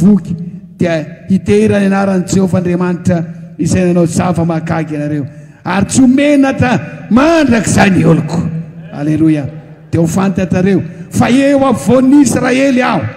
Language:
Malagasy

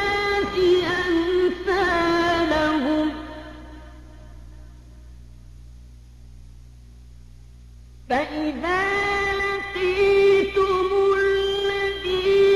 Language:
Arabic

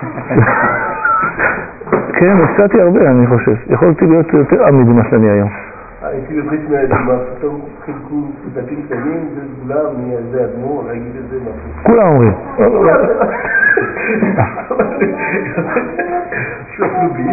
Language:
Hebrew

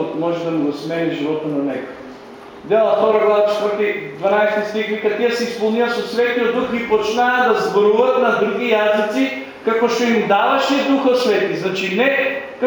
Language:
Macedonian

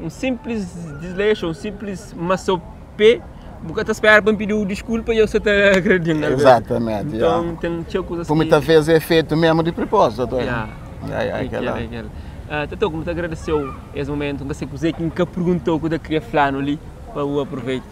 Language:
Kabuverdianu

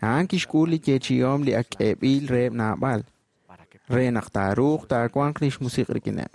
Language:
Kekchí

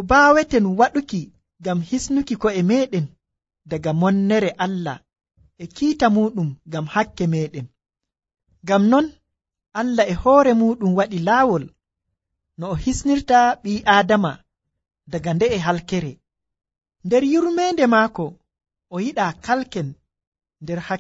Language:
Nigerian Fulfulde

